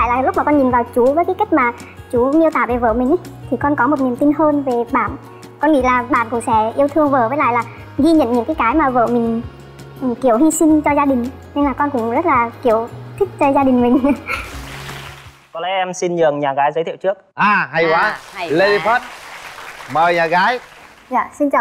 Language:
Vietnamese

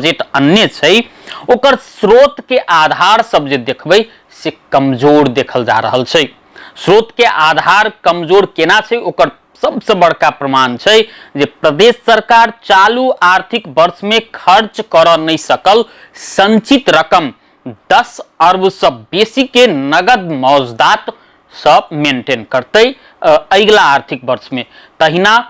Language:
Maithili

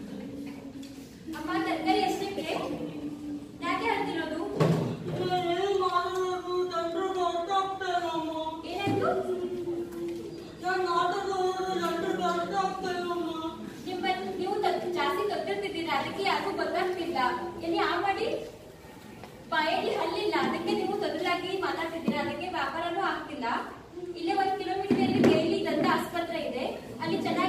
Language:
Kannada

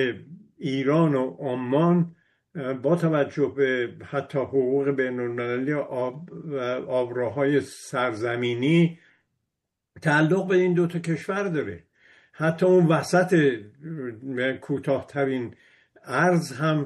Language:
Persian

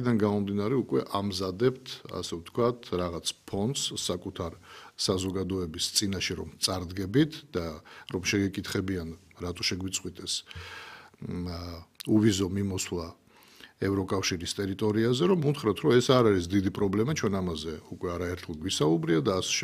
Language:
Georgian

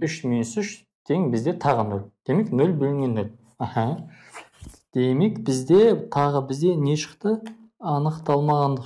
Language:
Kazakh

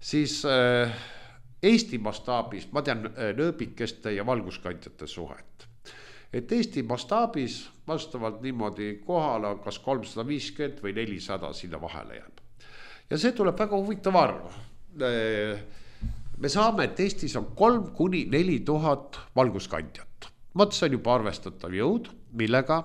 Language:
Estonian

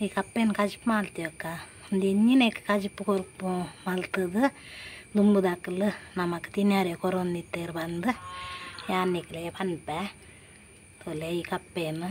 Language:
Tulu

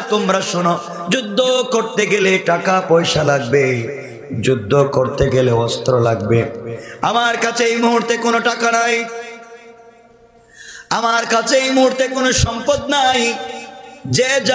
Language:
Bangla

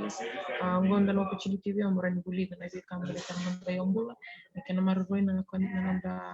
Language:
Fijian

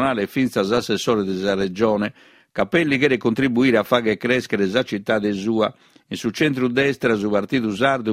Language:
Sardinian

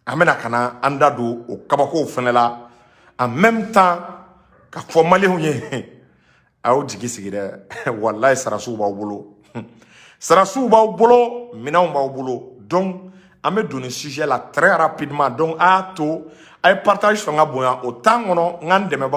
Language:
Bambara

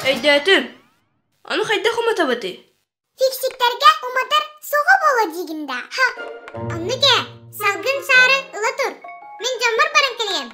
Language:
Yakut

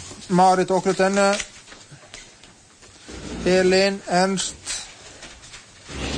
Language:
Norwegian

